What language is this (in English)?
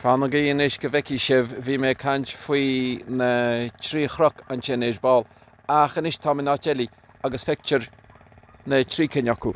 Irish